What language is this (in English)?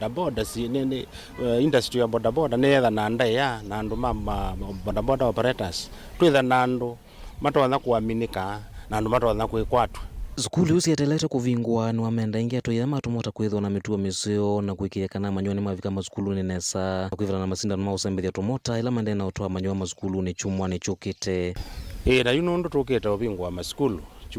Kamba